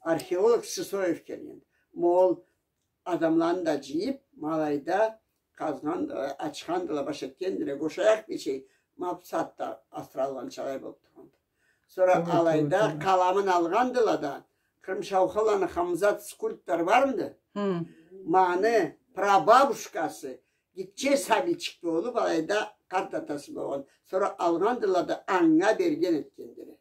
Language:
Karachay-Balkar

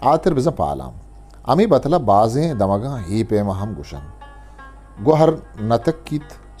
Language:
Eastern Balochi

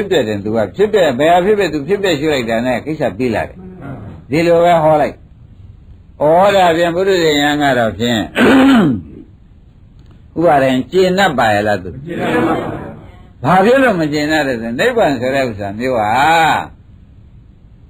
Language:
Burmese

